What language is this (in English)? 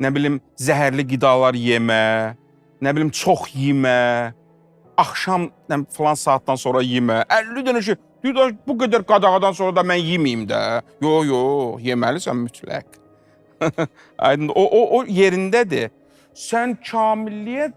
Azerbaijani